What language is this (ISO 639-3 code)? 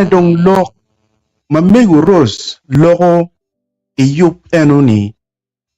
ach